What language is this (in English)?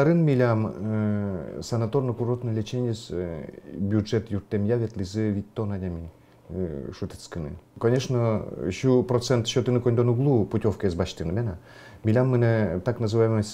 Udmurt